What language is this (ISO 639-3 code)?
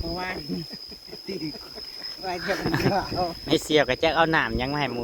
tts